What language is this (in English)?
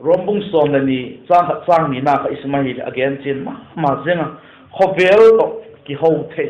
Vaiphei